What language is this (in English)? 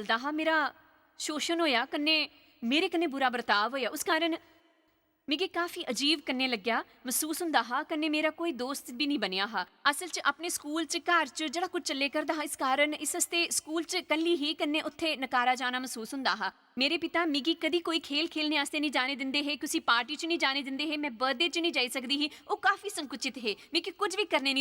Dogri